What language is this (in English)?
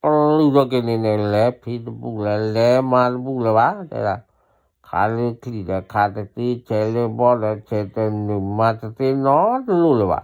S'gaw Karen